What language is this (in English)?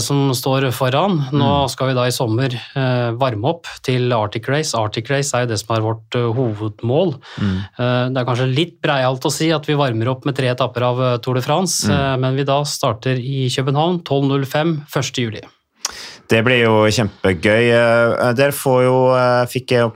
Norwegian